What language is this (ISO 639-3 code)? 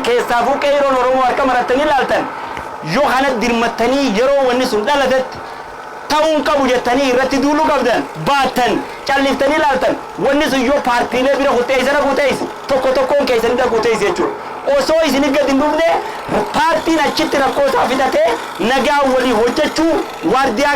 orm